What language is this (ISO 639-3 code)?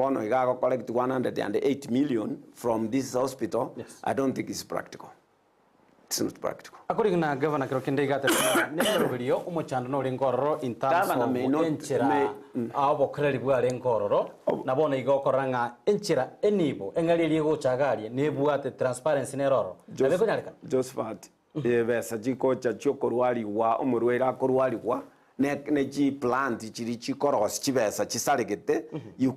guz